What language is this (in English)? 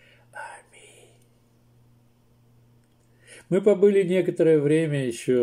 Russian